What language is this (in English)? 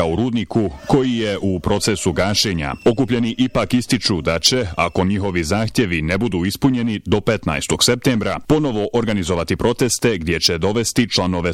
Bosnian